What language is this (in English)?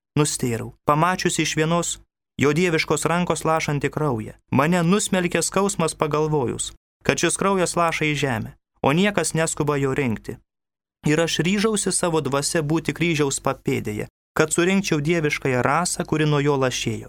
Lithuanian